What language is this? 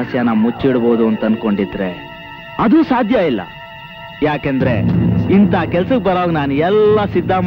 Kannada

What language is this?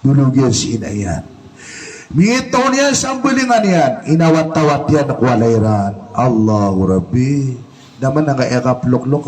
Maranao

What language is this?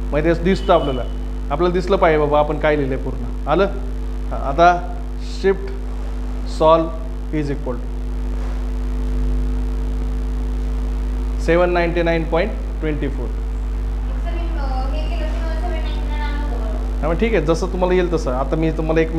Marathi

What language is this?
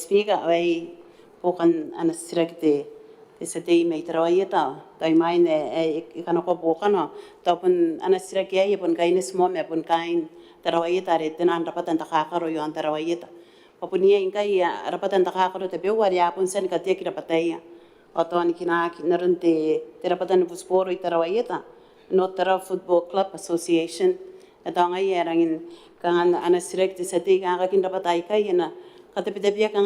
Gilbertese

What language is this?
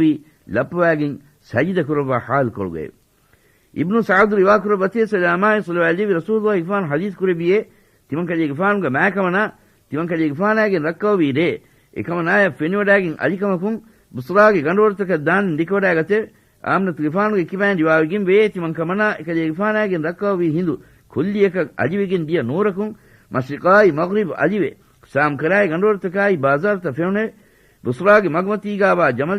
Divehi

